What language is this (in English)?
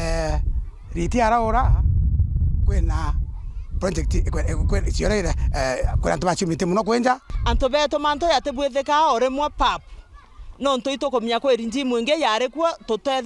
Meru